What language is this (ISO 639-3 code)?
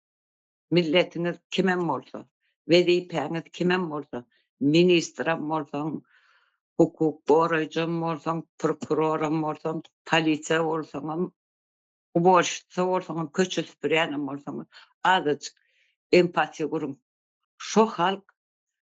tuk